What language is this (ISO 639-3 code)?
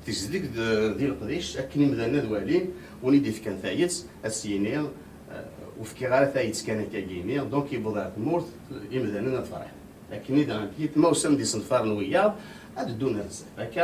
kab